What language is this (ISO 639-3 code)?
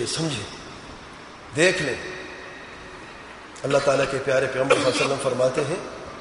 urd